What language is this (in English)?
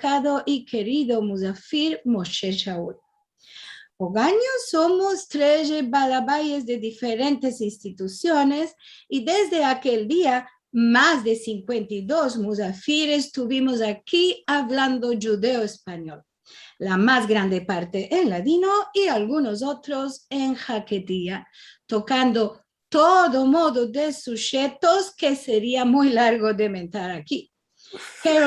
Ladino